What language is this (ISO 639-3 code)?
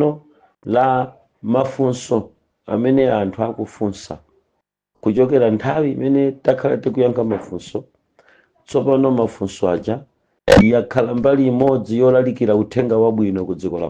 nya